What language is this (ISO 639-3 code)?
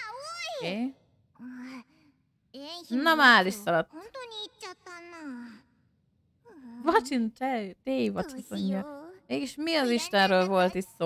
hun